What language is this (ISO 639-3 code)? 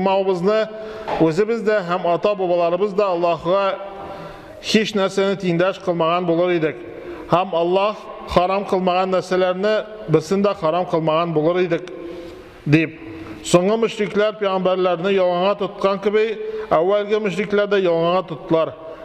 tat